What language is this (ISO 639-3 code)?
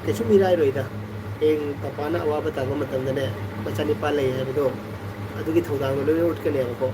mni